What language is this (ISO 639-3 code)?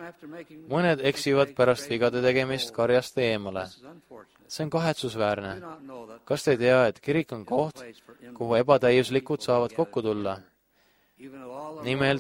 est